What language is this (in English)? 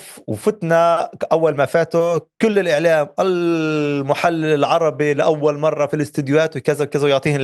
North Levantine Arabic